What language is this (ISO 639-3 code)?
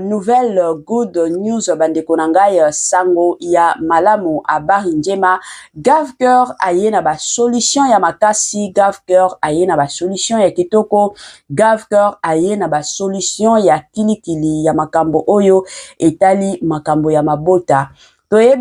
lin